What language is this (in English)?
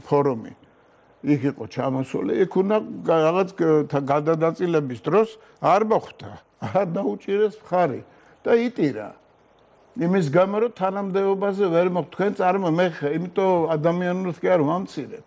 Georgian